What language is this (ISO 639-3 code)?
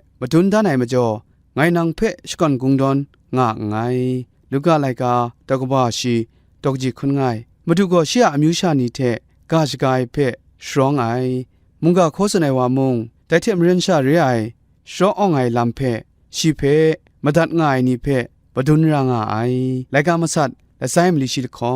kac